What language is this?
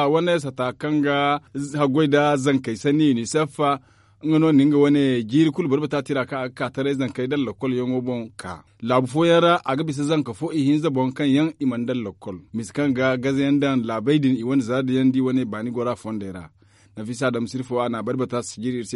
Zarma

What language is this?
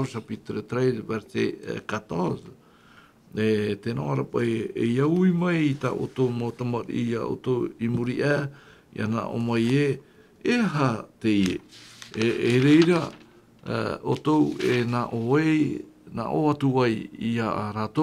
Tahitian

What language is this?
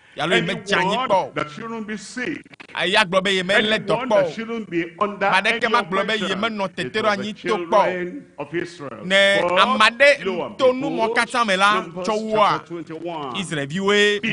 Ewe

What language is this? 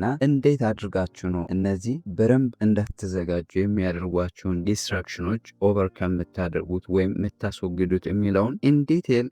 Amharic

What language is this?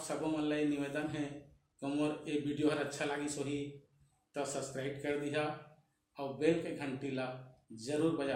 Chhattisgarhi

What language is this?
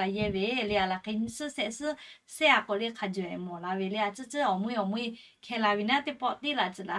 Lahu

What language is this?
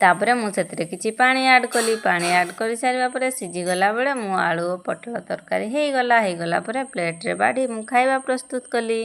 Odia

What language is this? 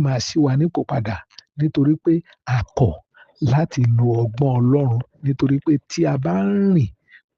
Yoruba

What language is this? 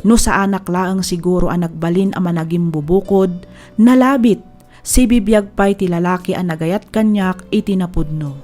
Iloko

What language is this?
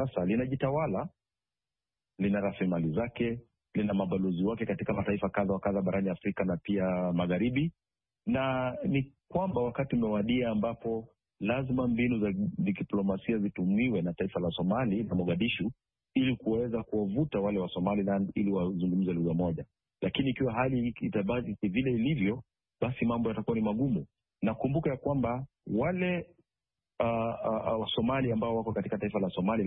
Swahili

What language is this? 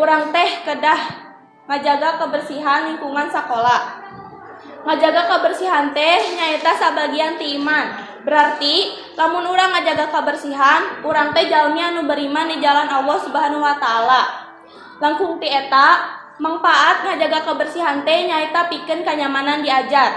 Sundanese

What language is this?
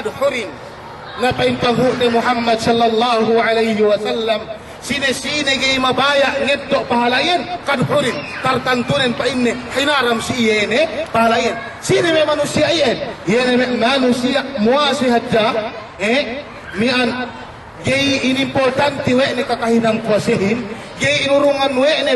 Yakan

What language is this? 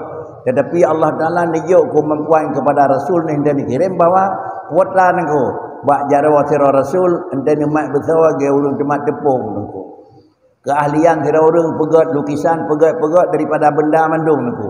Achinese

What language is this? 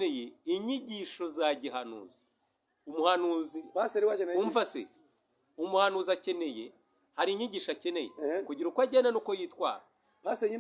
Kinyarwanda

